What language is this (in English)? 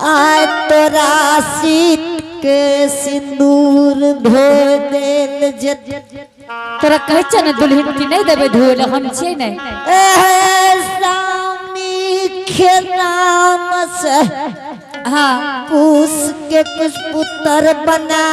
Angika